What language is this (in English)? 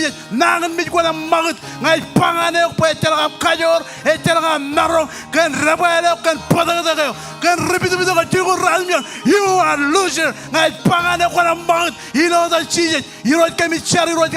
Marshallese